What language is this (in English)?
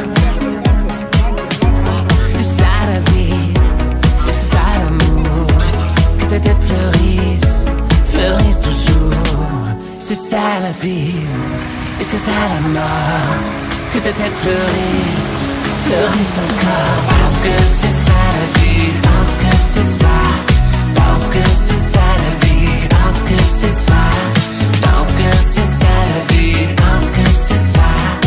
French